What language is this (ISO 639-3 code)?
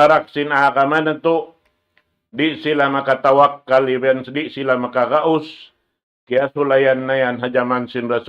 tsg